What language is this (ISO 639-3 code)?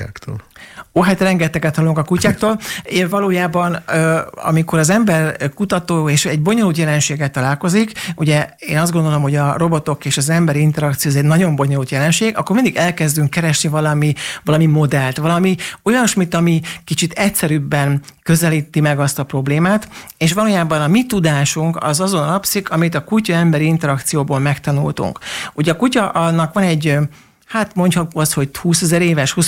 hun